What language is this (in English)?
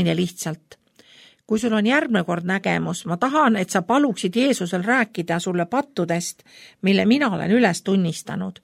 Estonian